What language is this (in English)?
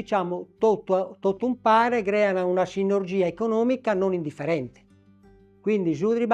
Sardinian